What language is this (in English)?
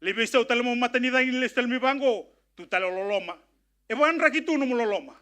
Fijian